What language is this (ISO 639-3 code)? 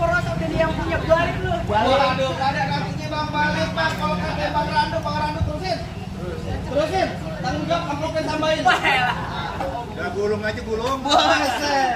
bew